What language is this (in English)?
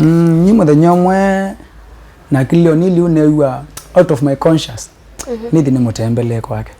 Kamba